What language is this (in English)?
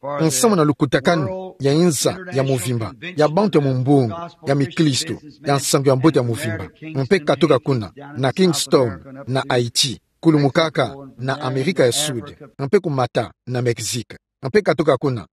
Kituba (Democratic Republic of Congo)